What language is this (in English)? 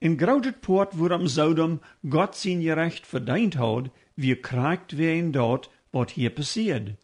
Plautdietsch